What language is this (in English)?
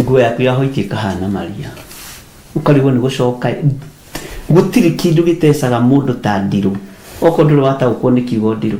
Kikuyu